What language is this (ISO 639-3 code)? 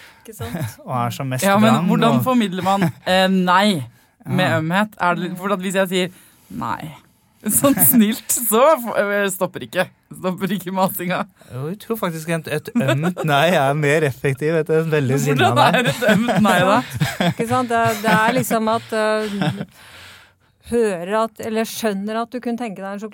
nor